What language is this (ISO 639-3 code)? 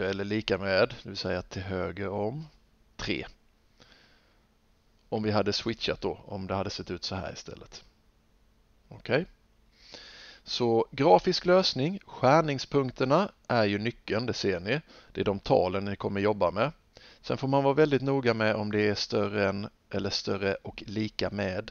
swe